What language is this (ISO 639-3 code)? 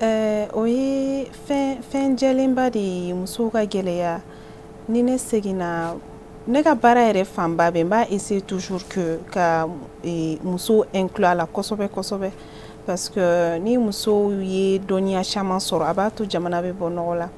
bam